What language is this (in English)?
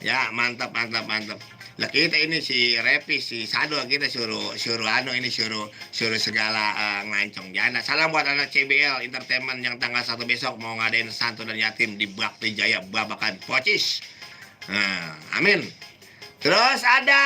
Betawi